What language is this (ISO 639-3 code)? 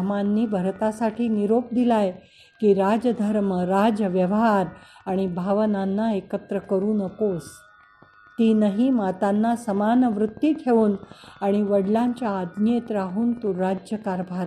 mar